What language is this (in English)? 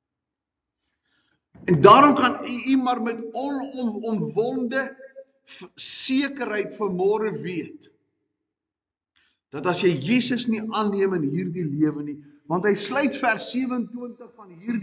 Afrikaans